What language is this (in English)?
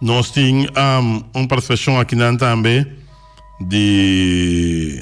Papiamento